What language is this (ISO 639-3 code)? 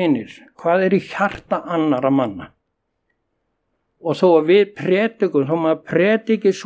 isl